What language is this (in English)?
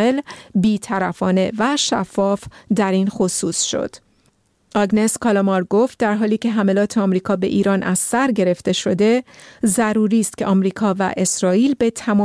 Persian